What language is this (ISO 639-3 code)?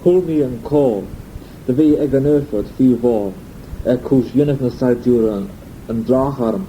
glv